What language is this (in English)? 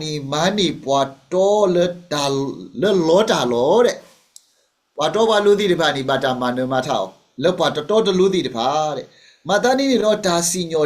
S'gaw Karen